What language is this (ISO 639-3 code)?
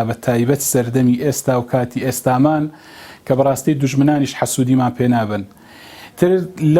ckb